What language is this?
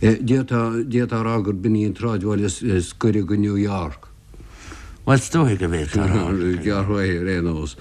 Irish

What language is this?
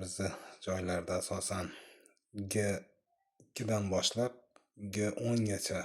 Uzbek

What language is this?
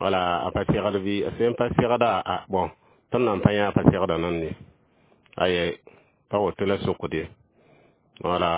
Mossi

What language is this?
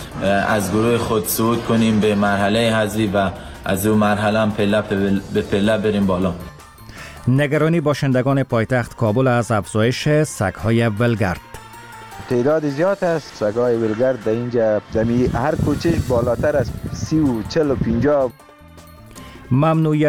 Persian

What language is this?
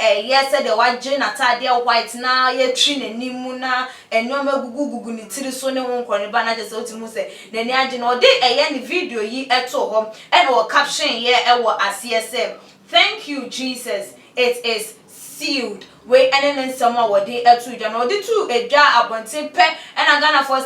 Akan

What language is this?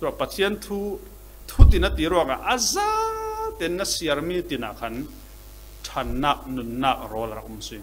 Falam Chin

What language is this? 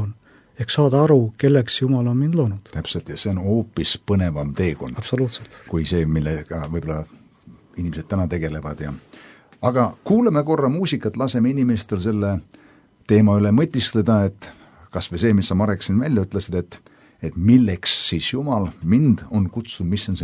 Estonian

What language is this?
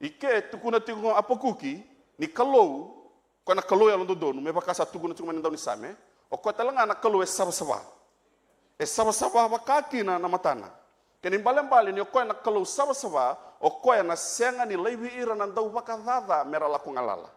Fijian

